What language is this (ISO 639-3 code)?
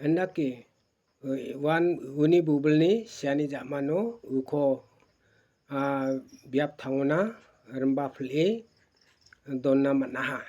grt